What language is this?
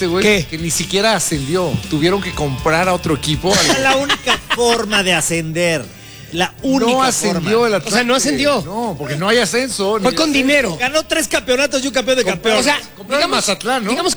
Spanish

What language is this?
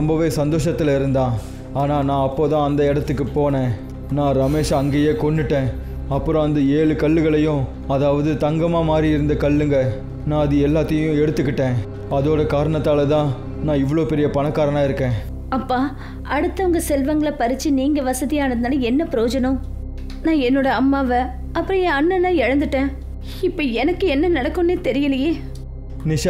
Tamil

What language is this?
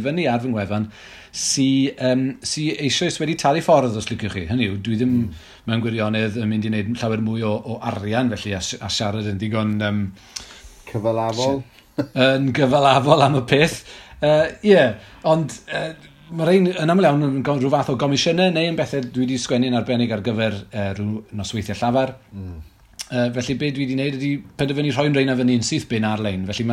Welsh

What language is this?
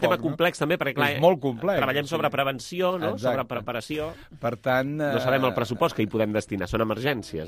Catalan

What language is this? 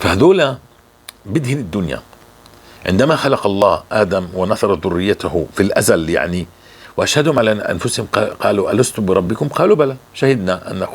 North Levantine Arabic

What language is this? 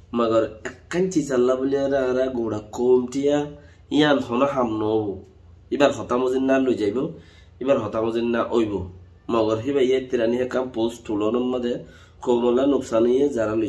Rohingya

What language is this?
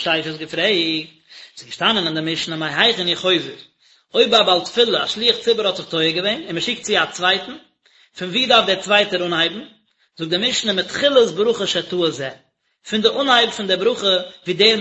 Yiddish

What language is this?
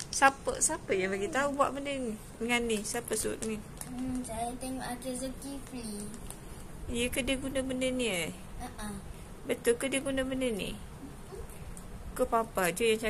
Malay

